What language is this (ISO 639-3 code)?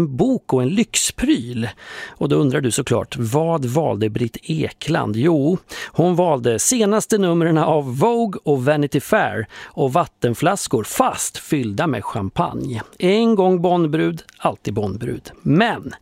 swe